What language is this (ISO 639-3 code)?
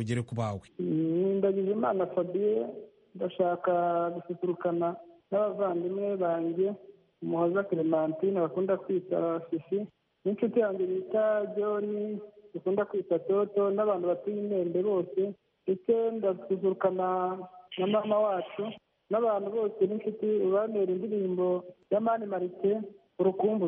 kin